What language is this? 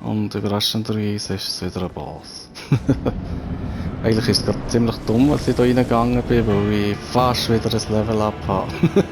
Swiss German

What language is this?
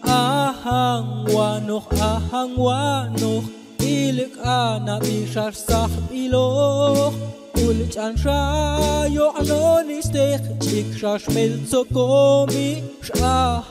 Popti'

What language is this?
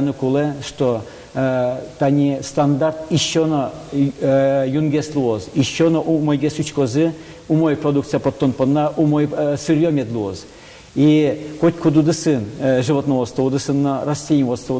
Udmurt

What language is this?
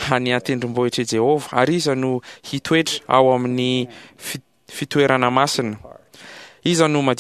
Malagasy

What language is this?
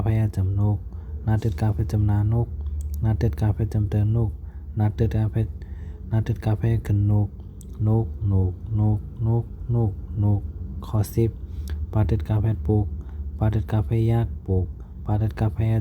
Shan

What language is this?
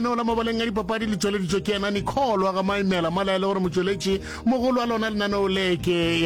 Northern Sotho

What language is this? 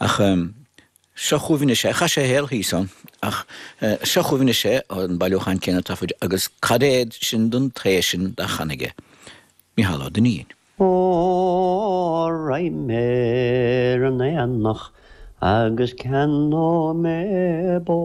Irish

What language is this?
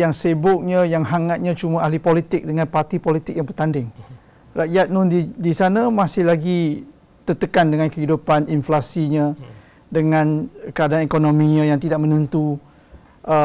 Malay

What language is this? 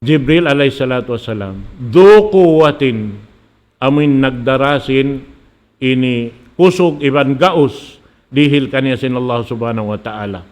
Tausug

